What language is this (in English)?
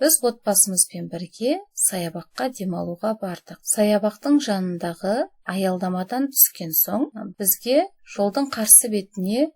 Kazakh